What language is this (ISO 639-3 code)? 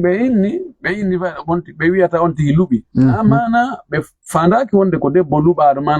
ful